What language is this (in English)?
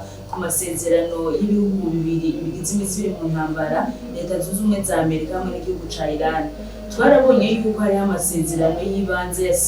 Rundi